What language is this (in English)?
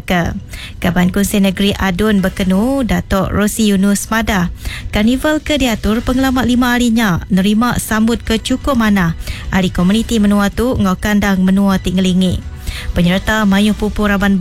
Iban